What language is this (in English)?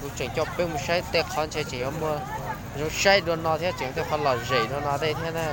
Hmong